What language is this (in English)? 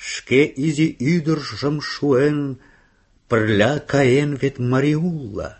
Mari